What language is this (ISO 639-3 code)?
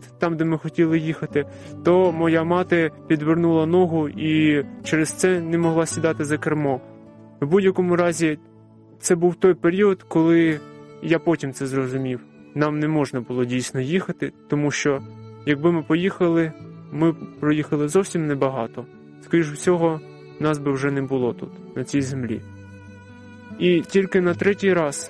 ukr